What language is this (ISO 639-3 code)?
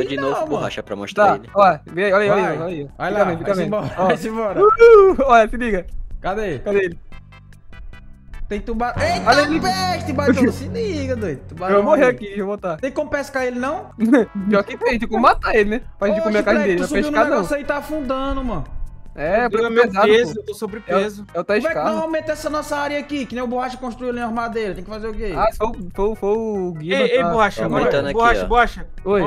por